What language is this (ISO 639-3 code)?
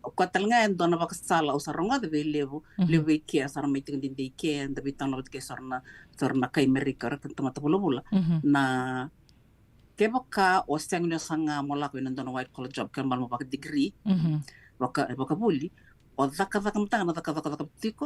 fij